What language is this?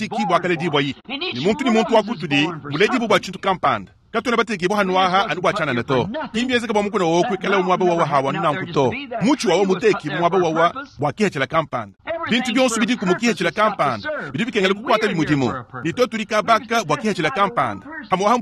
Luba-Lulua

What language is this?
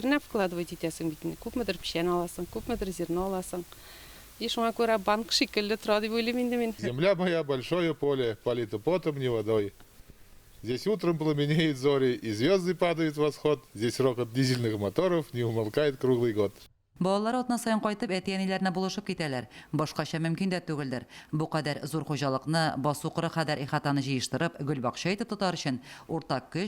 Tatar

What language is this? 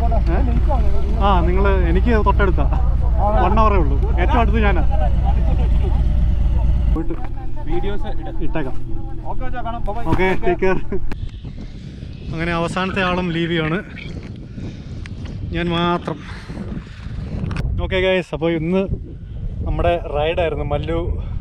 Malayalam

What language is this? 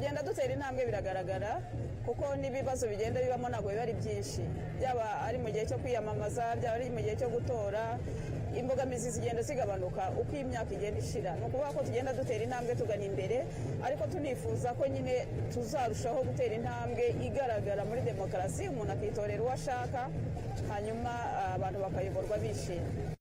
Kinyarwanda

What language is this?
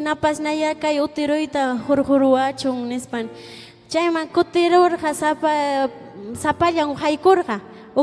Ayacucho Quechua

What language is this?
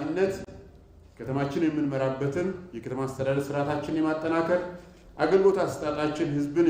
Amharic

